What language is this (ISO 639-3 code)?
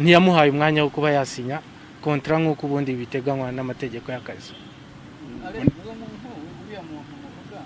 kin